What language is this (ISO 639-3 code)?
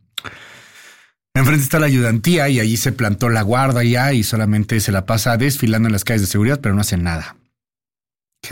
spa